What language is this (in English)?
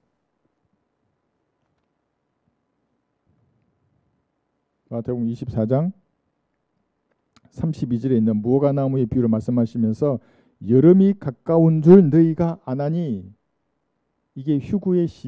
Korean